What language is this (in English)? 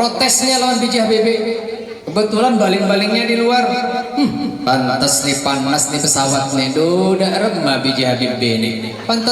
Banjar